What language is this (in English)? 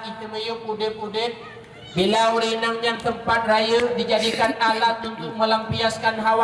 Achinese